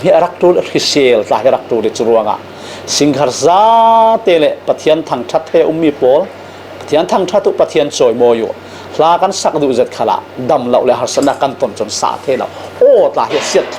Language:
Falam Chin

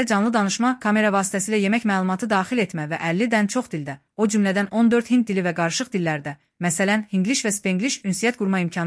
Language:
Azerbaijani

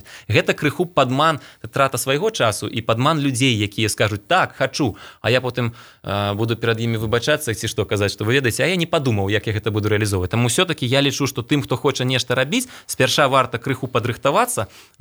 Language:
Belarusian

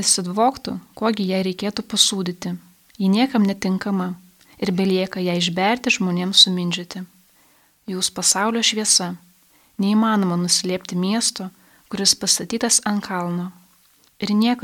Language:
Lithuanian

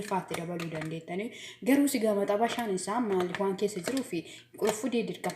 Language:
Oromo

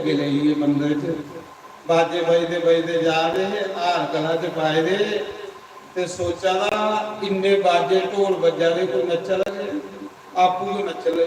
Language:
Dogri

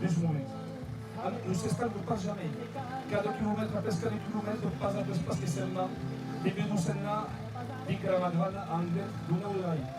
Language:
Occitan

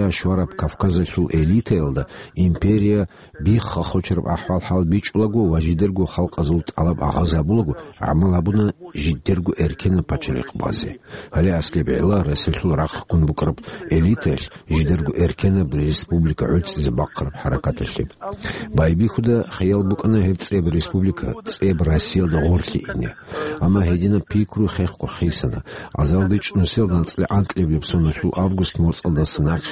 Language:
Avaric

